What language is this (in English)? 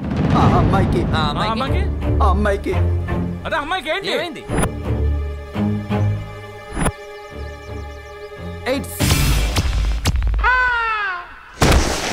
Telugu